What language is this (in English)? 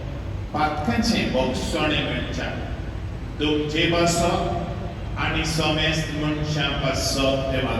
Konkani